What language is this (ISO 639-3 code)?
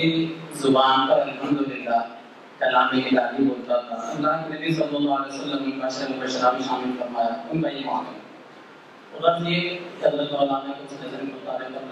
urd